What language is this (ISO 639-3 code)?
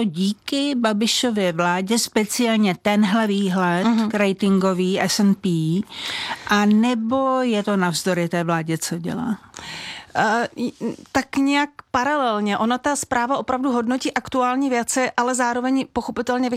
ces